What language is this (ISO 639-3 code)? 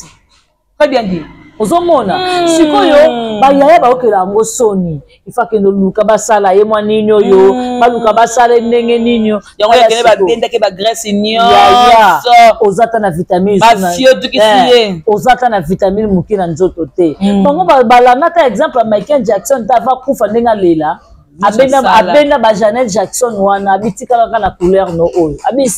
lin